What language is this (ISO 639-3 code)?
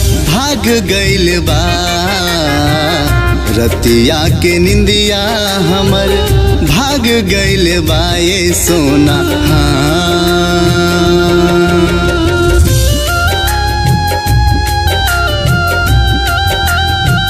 bho